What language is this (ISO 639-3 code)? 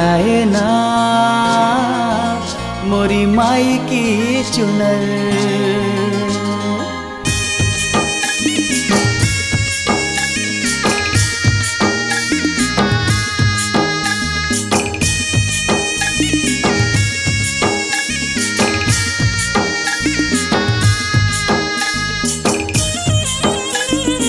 hne